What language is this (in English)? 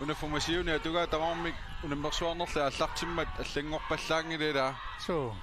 Kalaallisut